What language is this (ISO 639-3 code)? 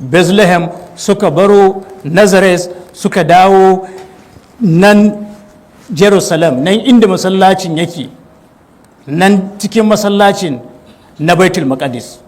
hau